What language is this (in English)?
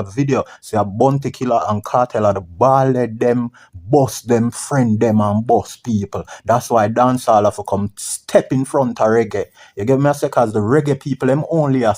Jamaican Creole English